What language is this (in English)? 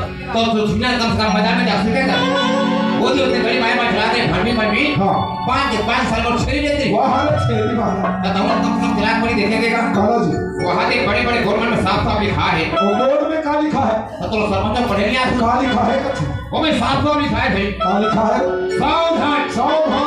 Chhattisgarhi